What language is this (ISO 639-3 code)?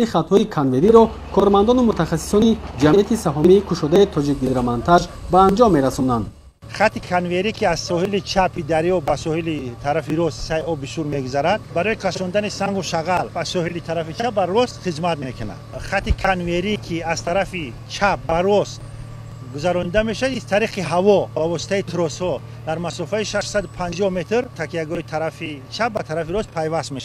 tgk